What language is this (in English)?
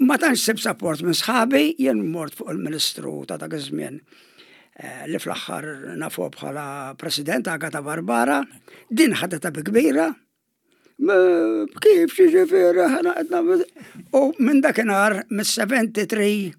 Maltese